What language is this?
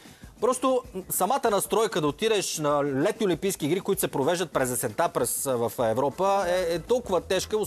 Bulgarian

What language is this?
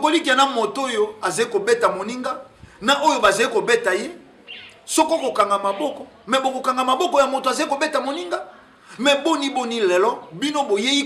Lingala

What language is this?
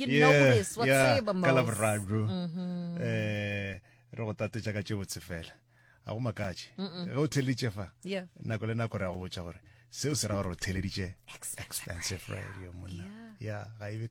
Northern Sotho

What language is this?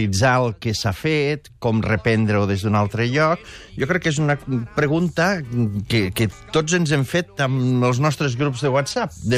Catalan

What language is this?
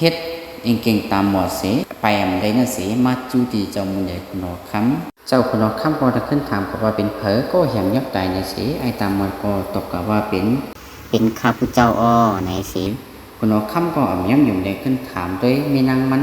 Shan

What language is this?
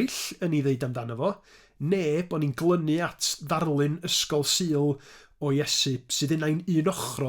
Welsh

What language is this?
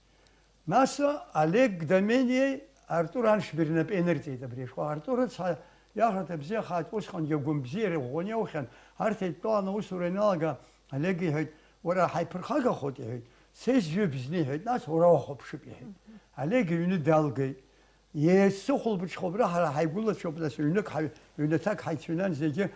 Abkhazian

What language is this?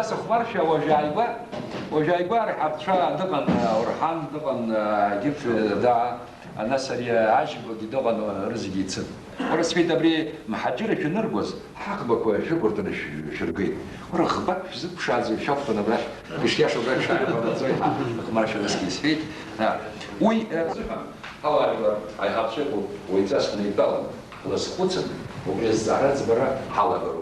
Abkhazian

